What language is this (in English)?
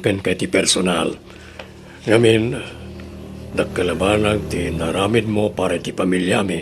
Iloko